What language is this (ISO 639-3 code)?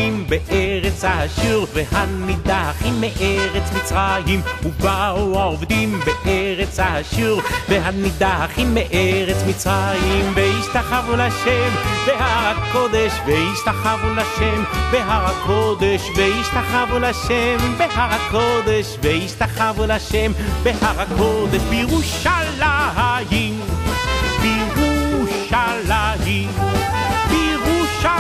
heb